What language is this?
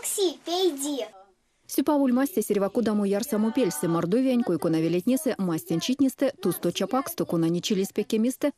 Erzya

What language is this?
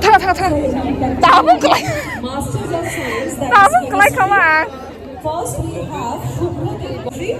Kok Borok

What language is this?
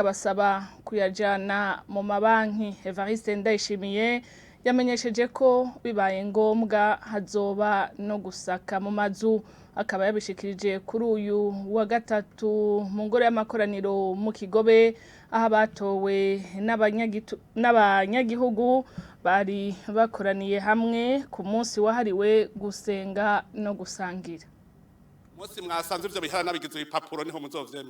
Rundi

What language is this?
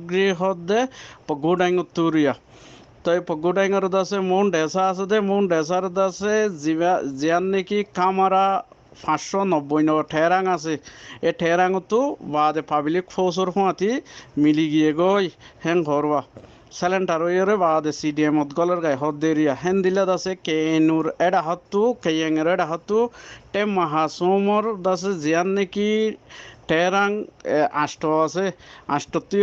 Rohingya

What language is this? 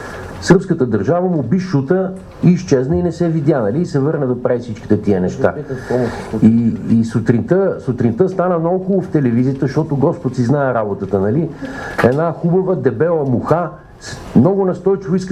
Bulgarian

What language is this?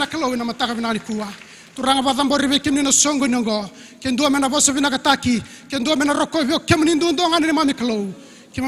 Fijian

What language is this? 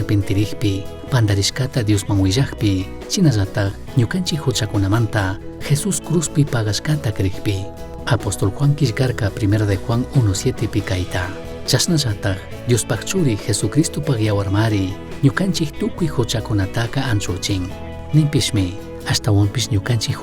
Chimborazo Highland Quichua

